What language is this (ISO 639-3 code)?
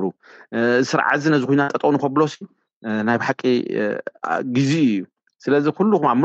tir